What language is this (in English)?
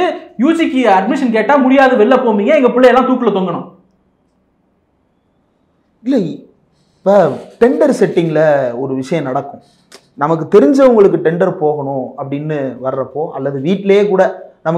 Tamil